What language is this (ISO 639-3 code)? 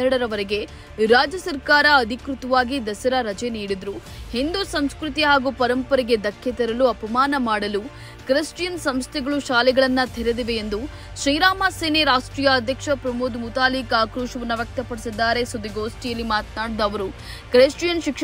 kan